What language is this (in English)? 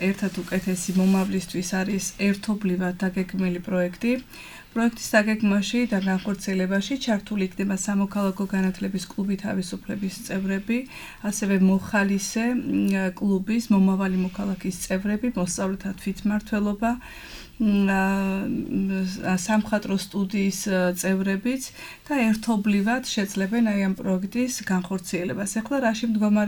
Georgian